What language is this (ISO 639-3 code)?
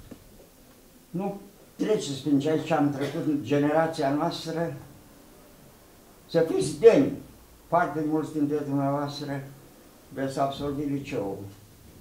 ron